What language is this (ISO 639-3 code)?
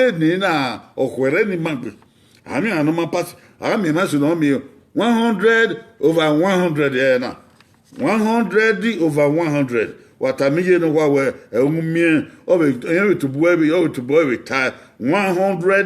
bin